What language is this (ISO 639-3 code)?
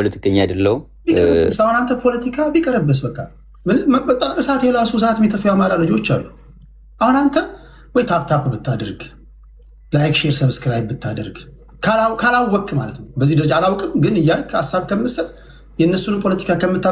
amh